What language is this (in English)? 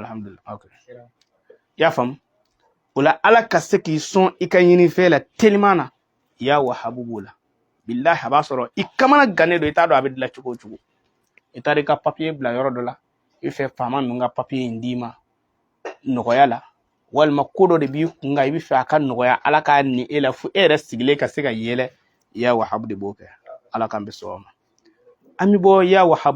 Bambara